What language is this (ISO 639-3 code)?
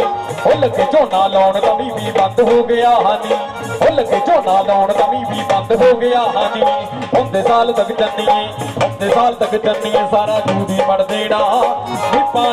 pan